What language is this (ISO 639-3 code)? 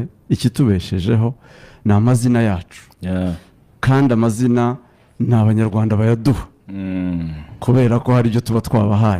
kin